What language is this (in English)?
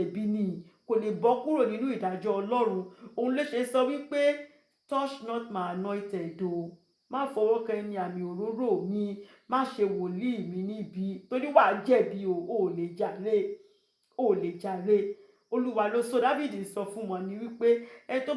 Yoruba